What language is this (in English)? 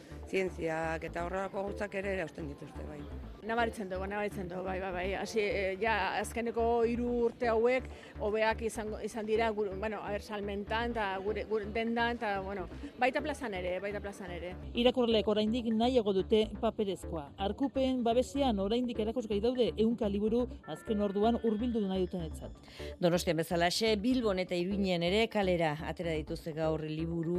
Basque